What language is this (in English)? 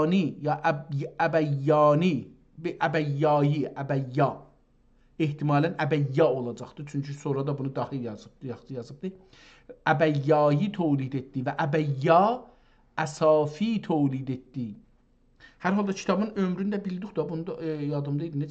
South Azerbaijani